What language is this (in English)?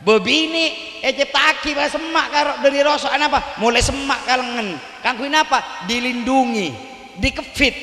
Madurese